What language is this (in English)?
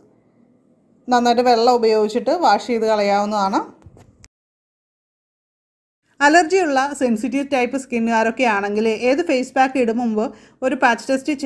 Malayalam